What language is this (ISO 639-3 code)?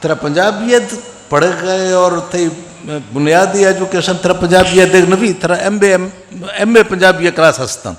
bgp